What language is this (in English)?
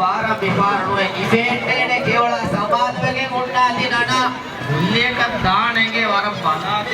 Divehi